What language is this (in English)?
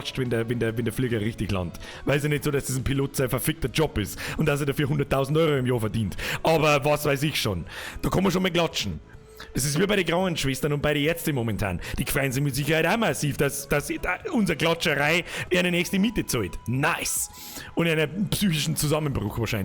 Bavarian